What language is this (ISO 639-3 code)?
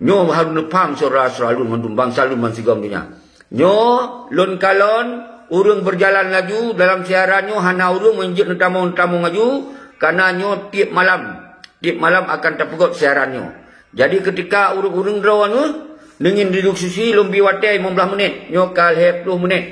ace